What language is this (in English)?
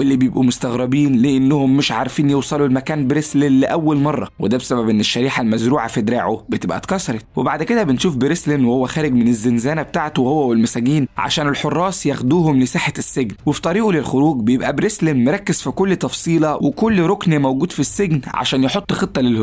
Egyptian Arabic